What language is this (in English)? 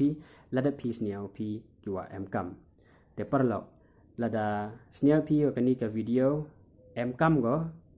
Pnar